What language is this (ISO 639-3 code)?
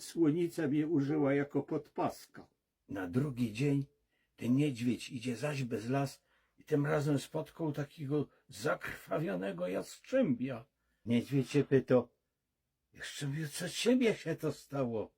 szl